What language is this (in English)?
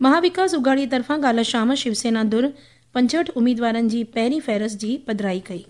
Sindhi